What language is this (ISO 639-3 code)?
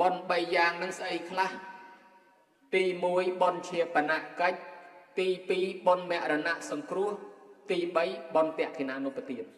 khm